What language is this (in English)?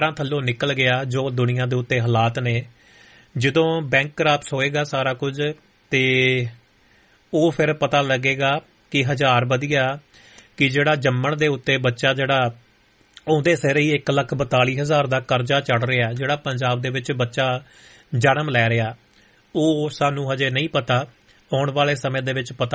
Punjabi